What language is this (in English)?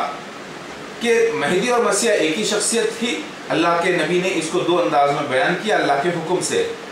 Urdu